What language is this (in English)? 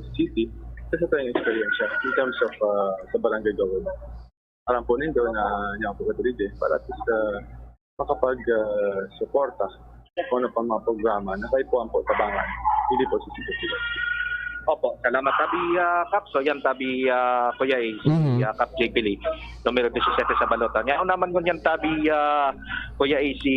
Bikol